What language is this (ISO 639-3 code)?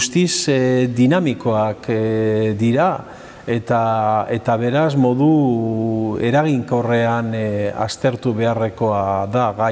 eus